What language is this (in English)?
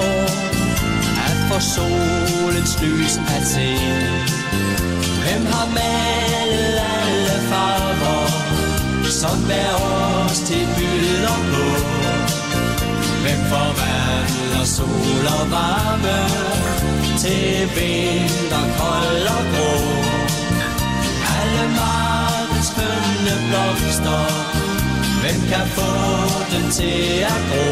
Danish